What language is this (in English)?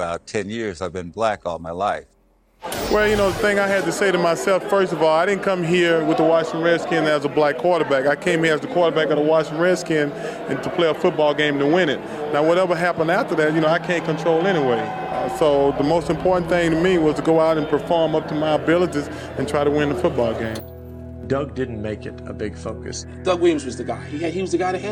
English